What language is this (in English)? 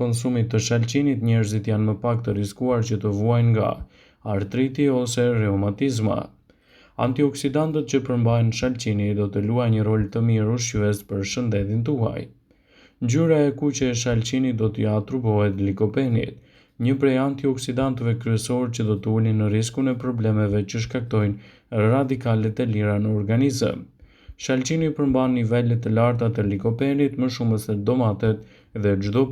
Albanian